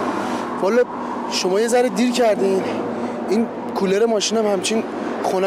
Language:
Persian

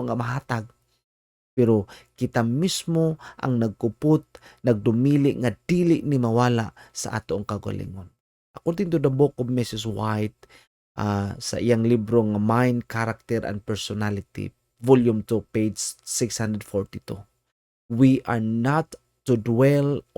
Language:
Cebuano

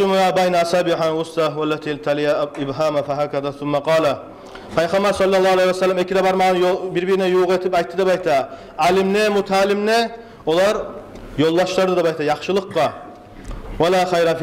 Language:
Kumyk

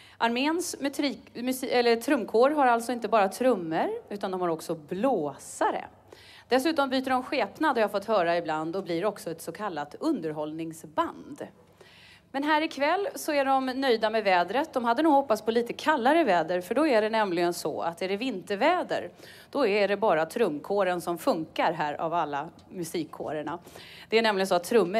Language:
Swedish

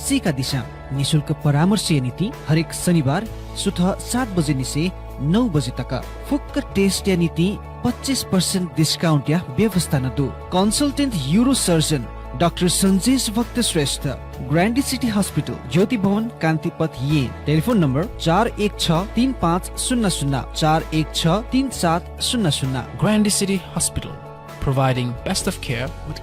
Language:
Newari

